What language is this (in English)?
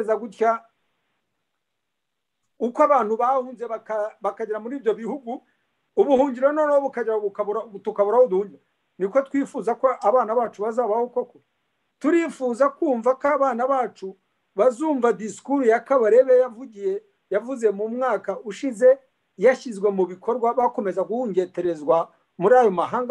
Kinyarwanda